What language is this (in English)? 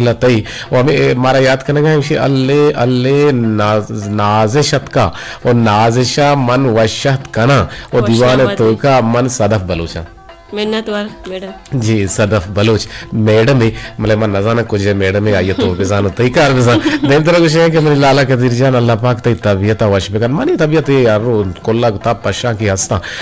Eastern Balochi